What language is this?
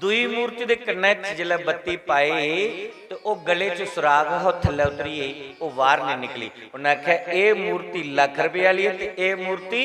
Dogri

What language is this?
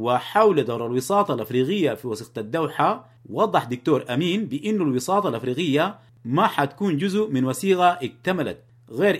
Sudanese Arabic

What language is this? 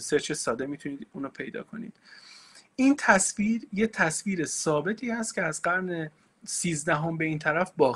Persian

